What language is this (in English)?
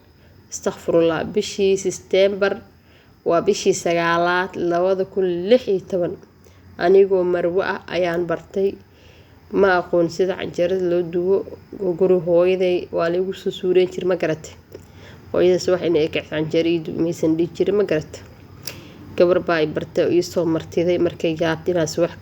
Somali